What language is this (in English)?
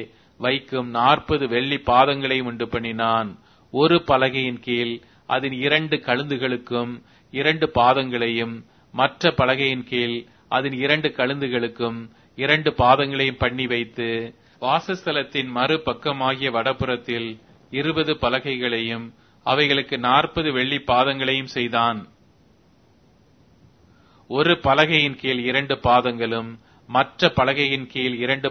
Tamil